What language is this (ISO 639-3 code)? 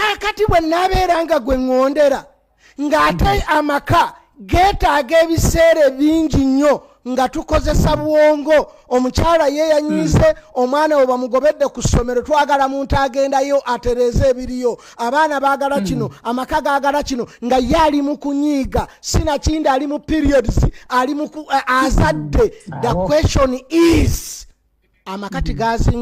lug